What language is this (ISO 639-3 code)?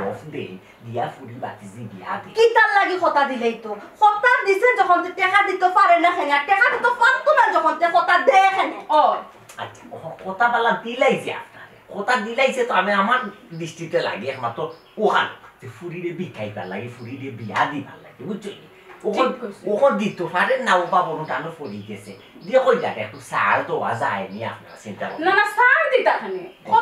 syl